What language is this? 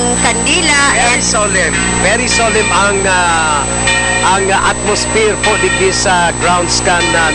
Bikol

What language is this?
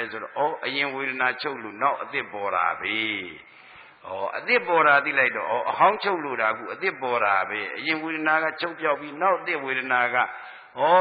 Burmese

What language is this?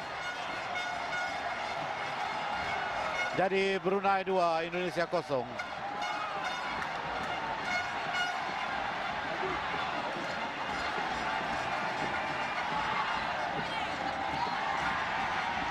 Malay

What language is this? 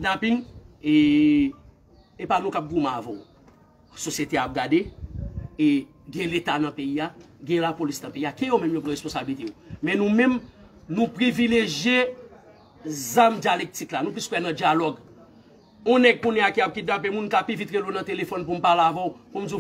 Haitian Creole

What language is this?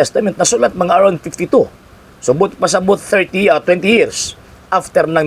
Cebuano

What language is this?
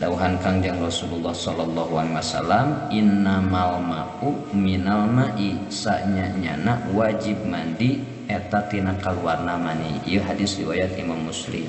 Sundanese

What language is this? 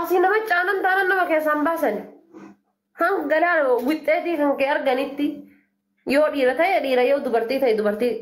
Oromo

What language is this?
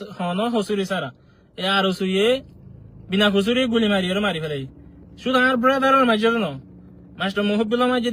Rohingya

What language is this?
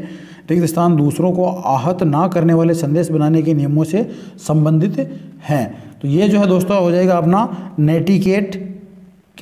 Hindi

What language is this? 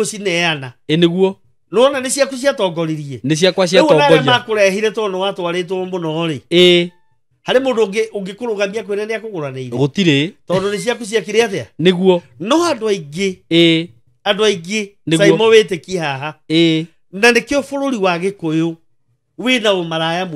Kikuyu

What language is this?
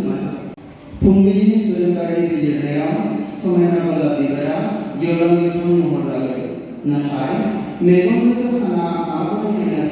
Bodo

